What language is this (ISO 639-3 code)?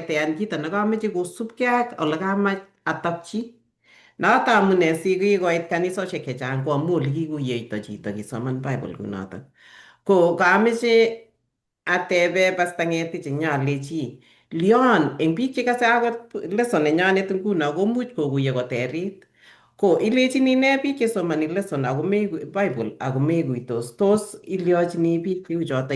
kln